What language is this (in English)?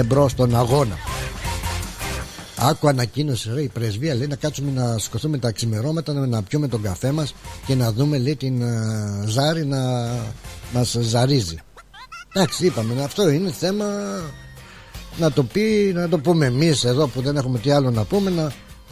Greek